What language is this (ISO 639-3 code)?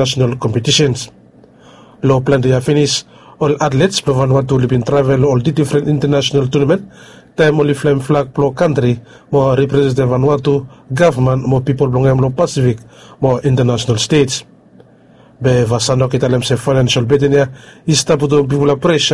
bis